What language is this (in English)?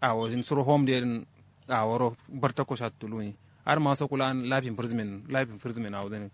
Kanuri